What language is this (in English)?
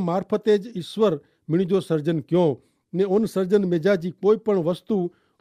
Kachhi